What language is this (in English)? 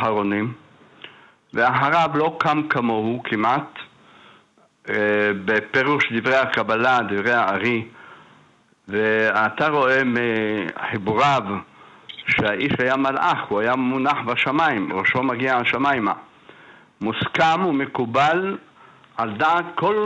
Hebrew